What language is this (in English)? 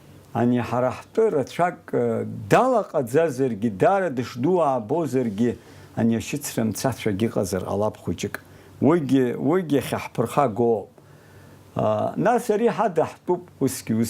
Abkhazian